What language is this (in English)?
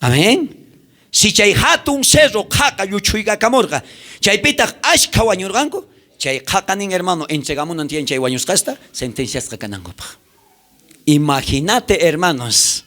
South Bolivian Quechua